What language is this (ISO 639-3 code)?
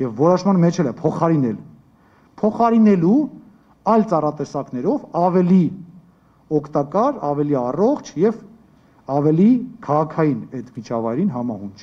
hye